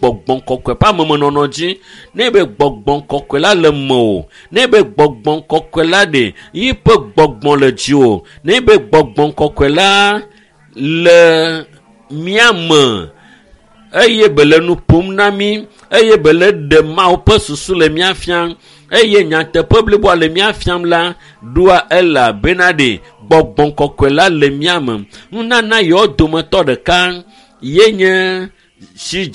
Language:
Ewe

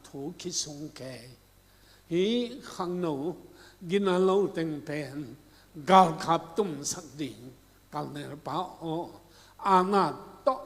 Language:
Tedim Chin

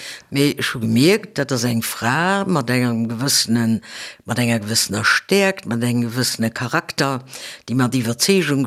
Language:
Luxembourgish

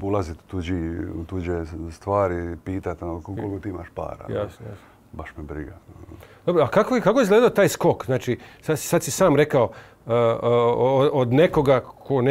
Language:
Croatian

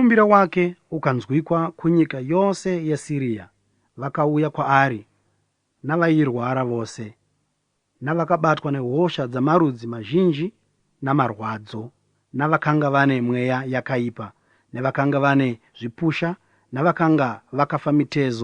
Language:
Shona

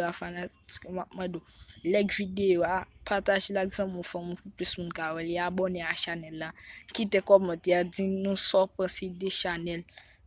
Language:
Haitian Creole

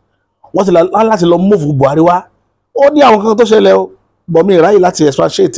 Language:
Yoruba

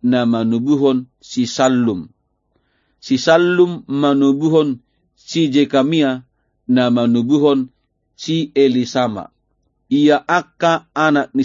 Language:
Batak Toba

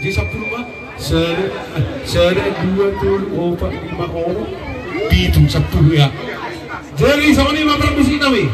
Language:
Batak Toba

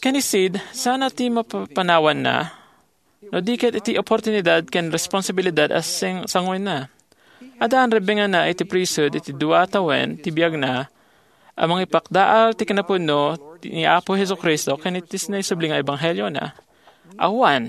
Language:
Iloko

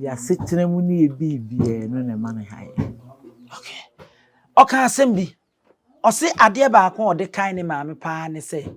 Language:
Akan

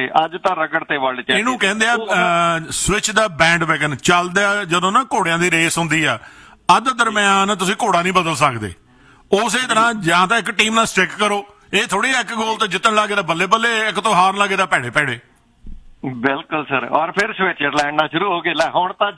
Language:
Punjabi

